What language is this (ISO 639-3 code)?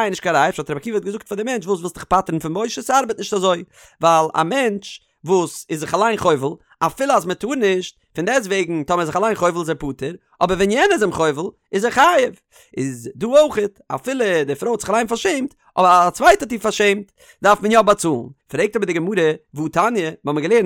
yid